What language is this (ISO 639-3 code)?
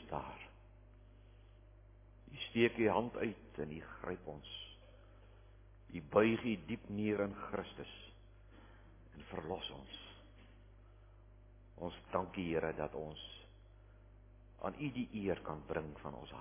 afr